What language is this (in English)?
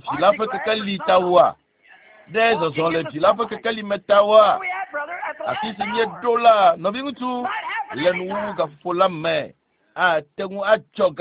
Ewe